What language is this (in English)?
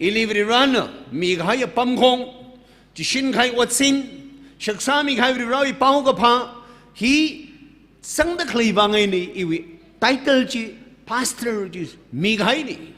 Tangkhul Naga (India)